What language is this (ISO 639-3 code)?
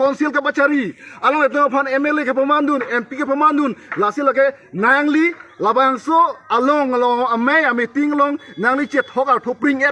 mjw